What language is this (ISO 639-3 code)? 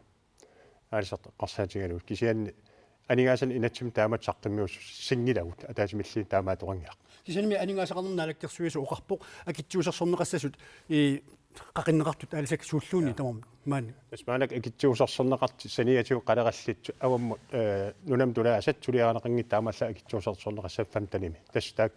kal